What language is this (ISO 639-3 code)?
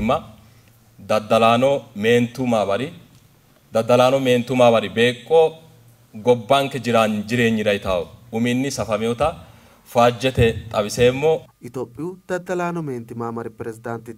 sid